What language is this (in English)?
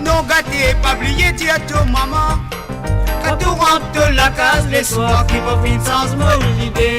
Morisyen